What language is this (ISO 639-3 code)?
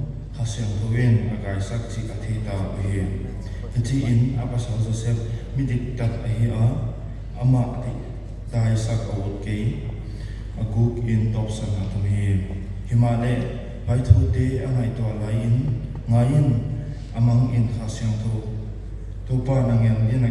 pck